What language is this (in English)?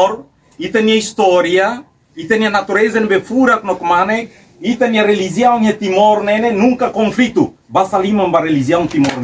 Tetum